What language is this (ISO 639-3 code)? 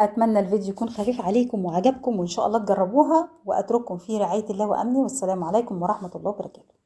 arz